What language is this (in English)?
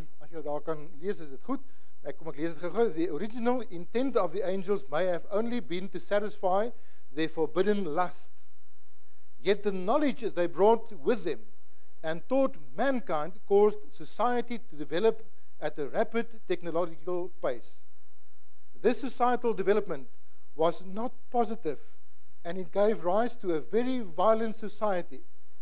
Afrikaans